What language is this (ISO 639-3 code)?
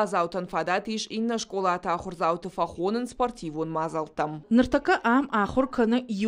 oss